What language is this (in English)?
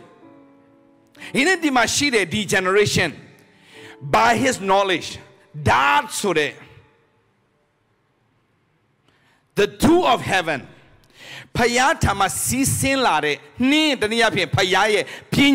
Burmese